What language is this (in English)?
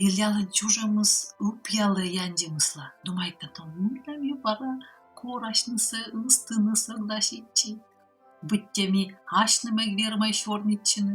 Komi